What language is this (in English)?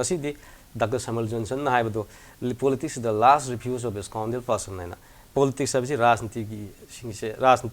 Manipuri